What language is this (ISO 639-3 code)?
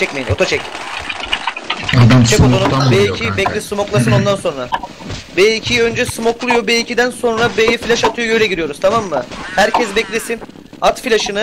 tur